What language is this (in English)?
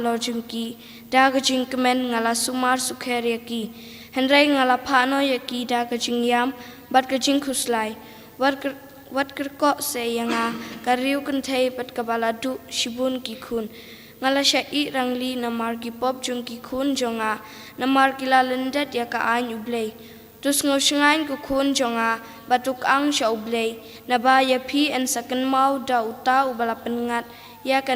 Khasi